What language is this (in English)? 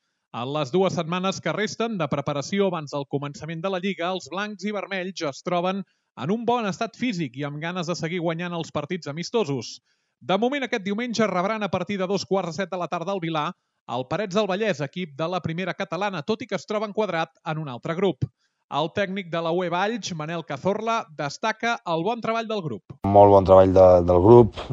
Catalan